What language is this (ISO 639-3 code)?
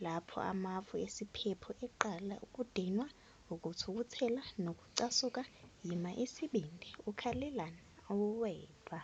zul